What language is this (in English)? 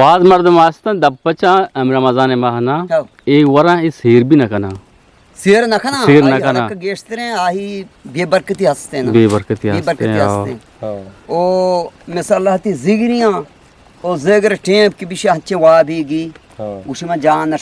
Eastern Balochi